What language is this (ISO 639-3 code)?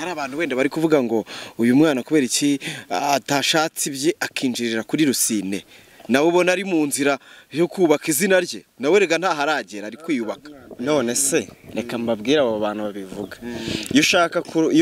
kin